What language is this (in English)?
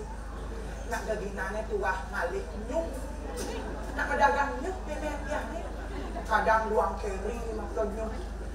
Balinese